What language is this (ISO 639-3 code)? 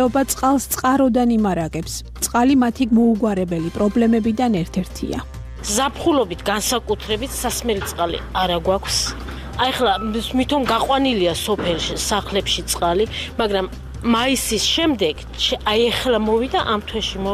kat